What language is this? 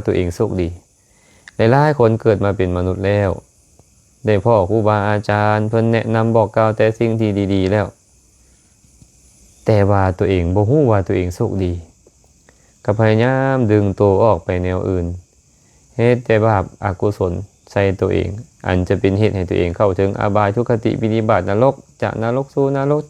Lao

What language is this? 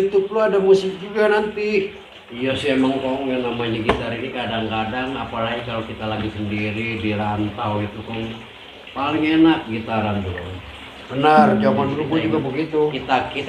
Betawi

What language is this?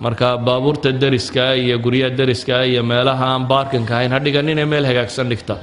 Somali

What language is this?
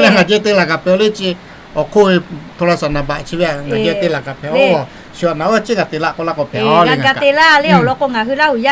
Lahu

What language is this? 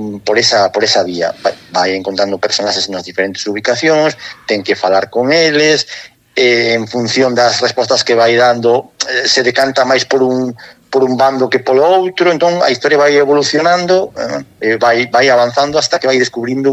Galician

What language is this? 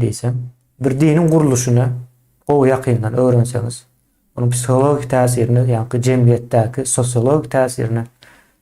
Turkmen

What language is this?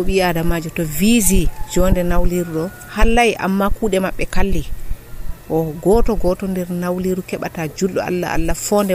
Nigerian Fulfulde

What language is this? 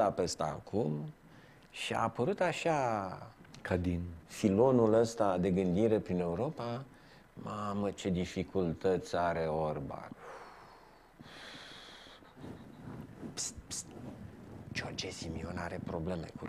Romanian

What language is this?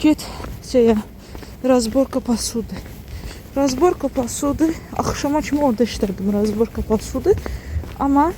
Azerbaijani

